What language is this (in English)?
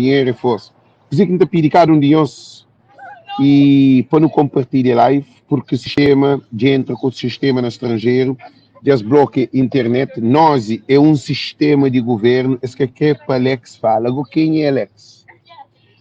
Kabuverdianu